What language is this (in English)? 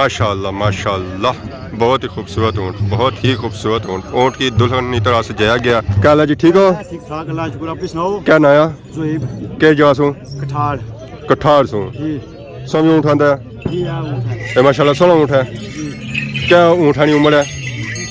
Pahari-Potwari